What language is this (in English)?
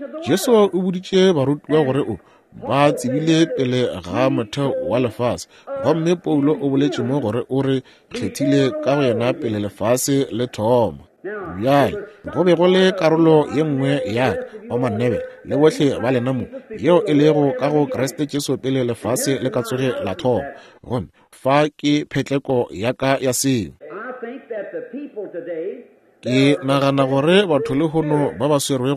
Northern Sotho